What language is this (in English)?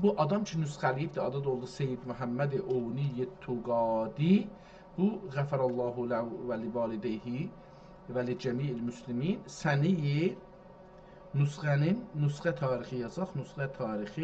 South Azerbaijani